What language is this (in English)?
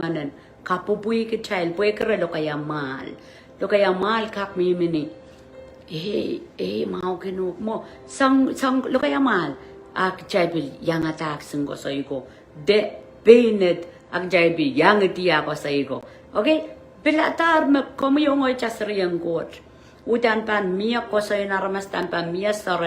Pohnpeian